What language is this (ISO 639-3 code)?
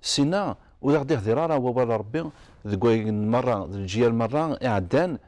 kab